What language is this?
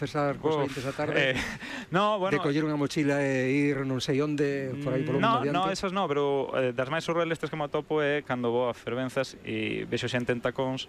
Galician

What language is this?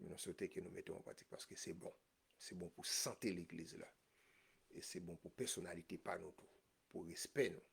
Haitian Creole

